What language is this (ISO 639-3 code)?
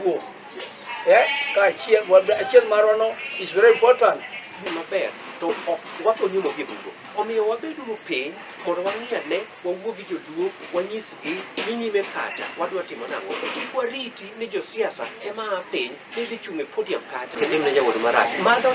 luo